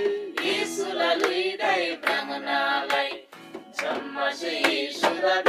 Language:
Eastern Tamang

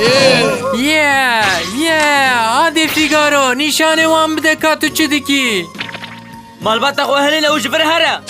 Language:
Kurdish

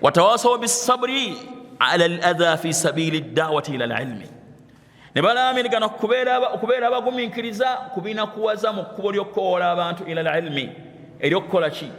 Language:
Ganda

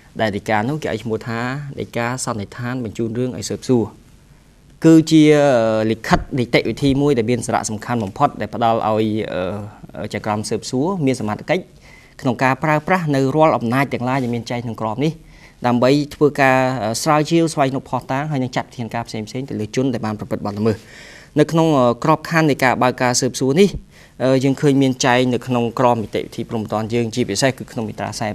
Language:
Khmer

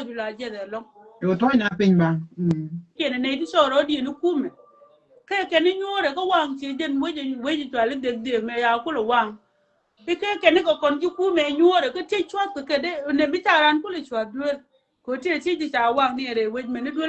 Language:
Nuer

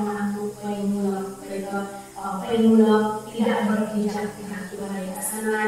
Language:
Central Dusun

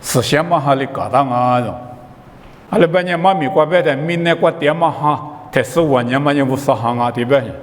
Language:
Lisu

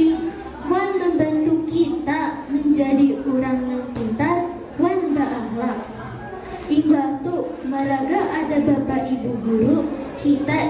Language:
Banjar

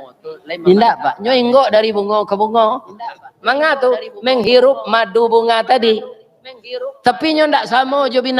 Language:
Minangkabau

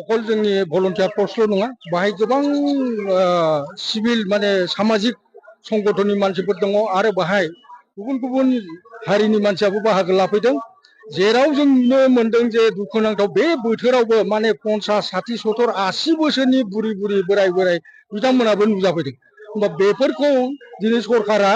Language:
Bodo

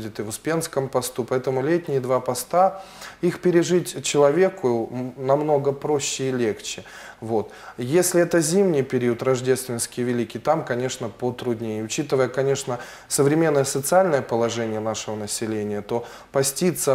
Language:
Russian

